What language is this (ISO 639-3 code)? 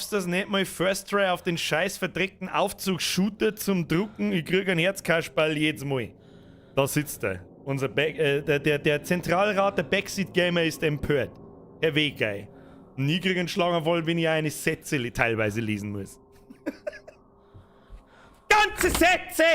bar